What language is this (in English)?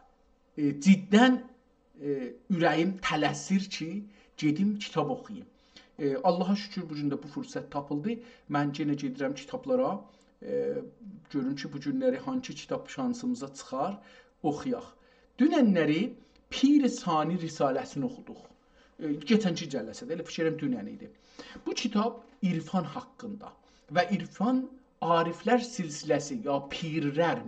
South Azerbaijani